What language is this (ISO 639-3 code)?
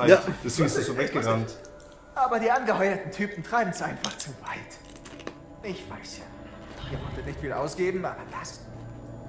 deu